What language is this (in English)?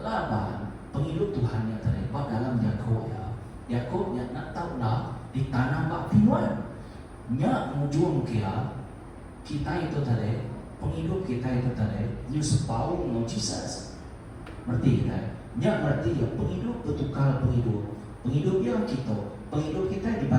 Iban